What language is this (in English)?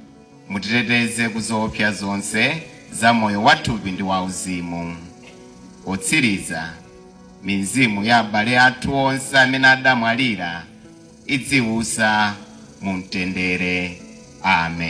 Nyanja